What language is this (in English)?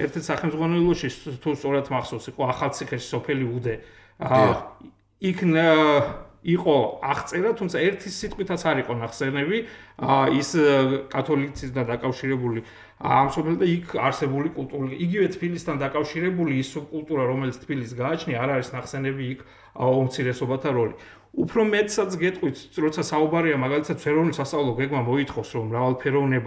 Georgian